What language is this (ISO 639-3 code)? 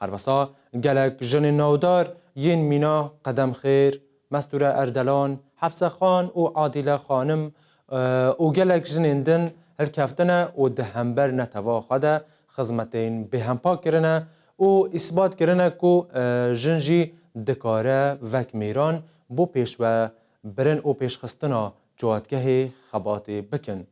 kur